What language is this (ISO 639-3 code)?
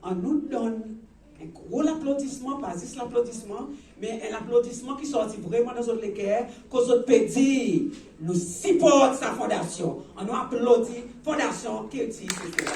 crs